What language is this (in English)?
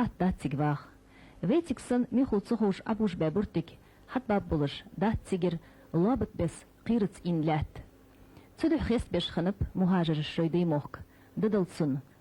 Ingush